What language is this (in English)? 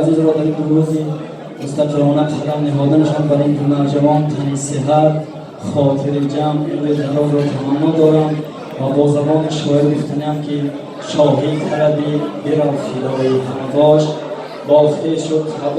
Tajik